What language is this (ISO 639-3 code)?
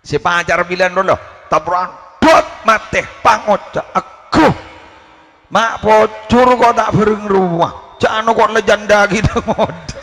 mad